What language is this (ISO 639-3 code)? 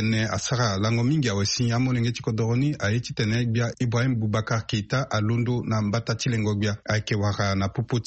sag